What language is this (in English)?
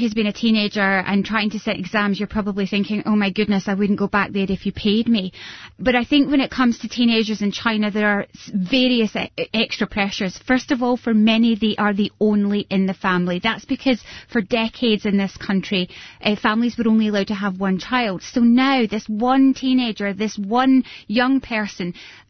English